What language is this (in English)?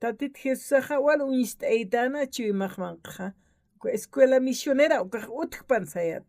Aymara